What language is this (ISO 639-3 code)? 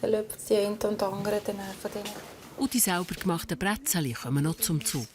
gsw